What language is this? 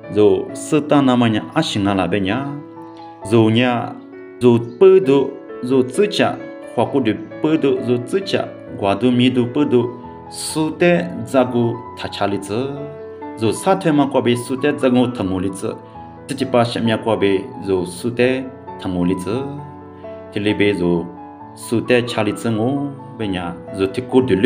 Lisu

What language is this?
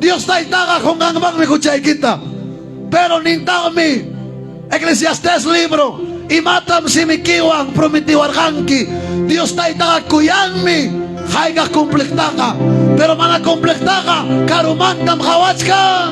Ayacucho Quechua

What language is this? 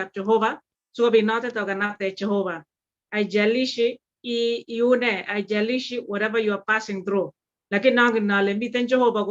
Kalenjin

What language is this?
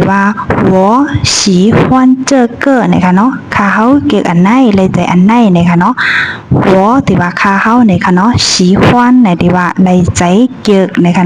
Shan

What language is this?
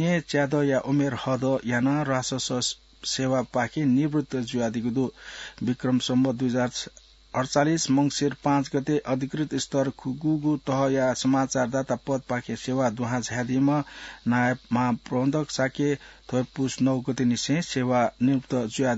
Newari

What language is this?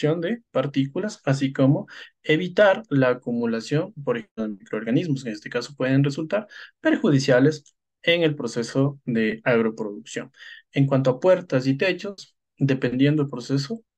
Spanish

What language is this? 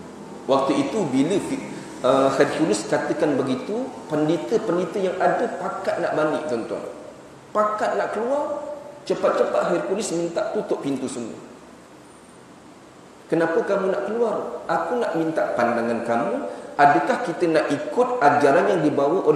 Malay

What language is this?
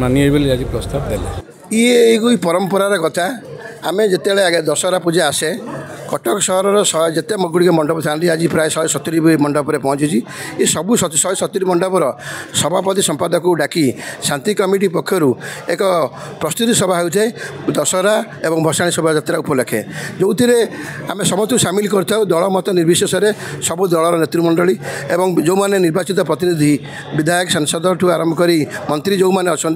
Odia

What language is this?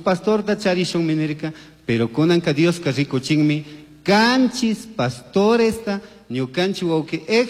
Chimborazo Highland Quichua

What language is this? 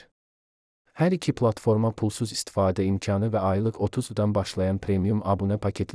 Azerbaijani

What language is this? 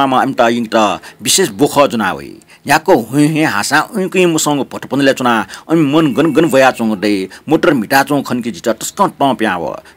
Newari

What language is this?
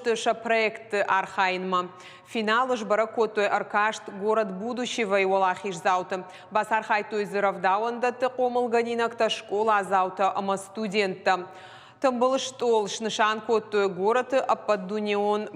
Ossetic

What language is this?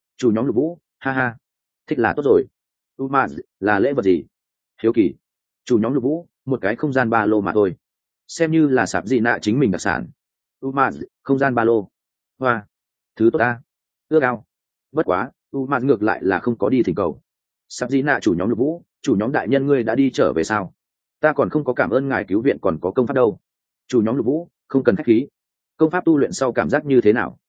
Vietnamese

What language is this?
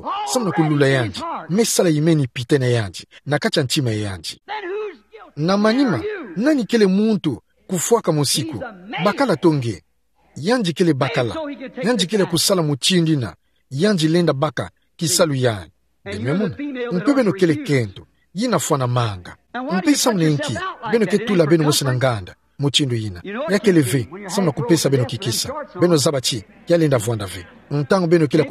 Kituba (Democratic Republic of Congo)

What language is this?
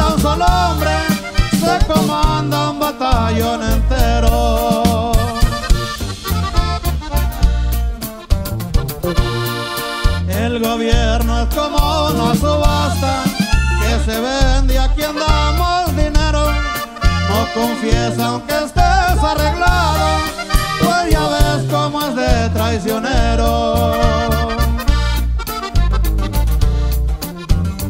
Spanish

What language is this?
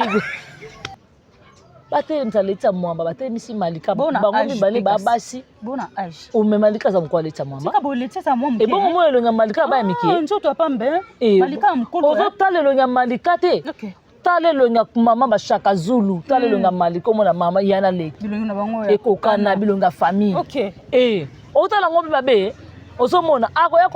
Lingala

